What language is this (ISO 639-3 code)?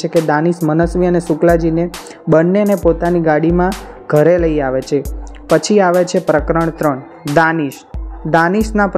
guj